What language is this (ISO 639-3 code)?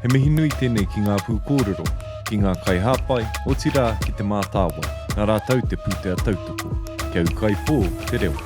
mri